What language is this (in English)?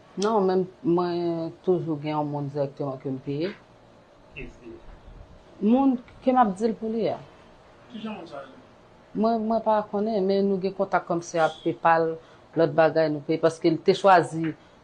Haitian Creole